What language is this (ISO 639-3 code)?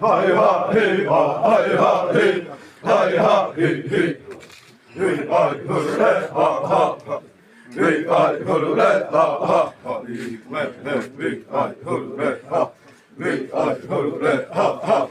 xav